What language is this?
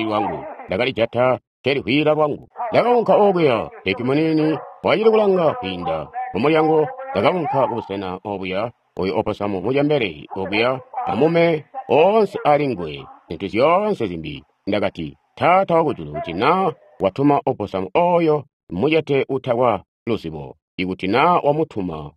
Tonga (Zambia)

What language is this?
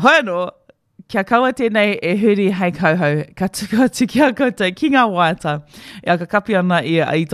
Māori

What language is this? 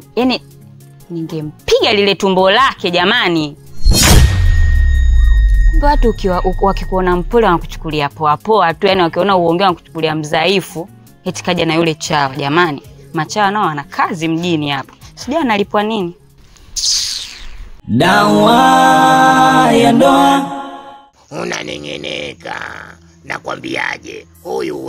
Swahili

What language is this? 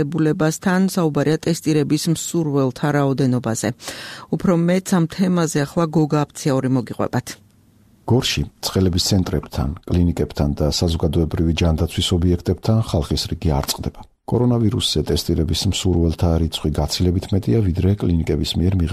Georgian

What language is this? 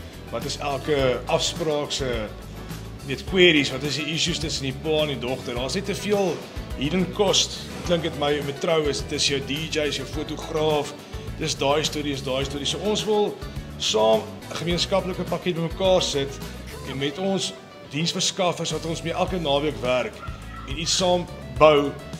Afrikaans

